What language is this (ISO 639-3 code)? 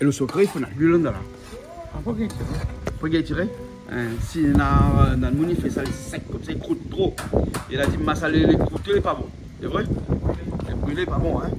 rcf